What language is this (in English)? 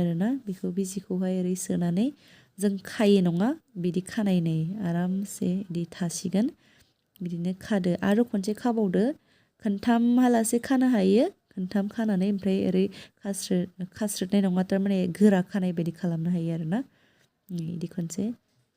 Bodo